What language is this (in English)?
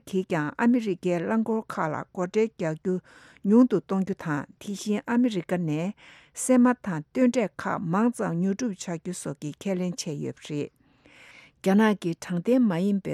Tibetan